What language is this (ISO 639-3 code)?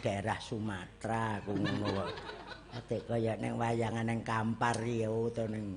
jav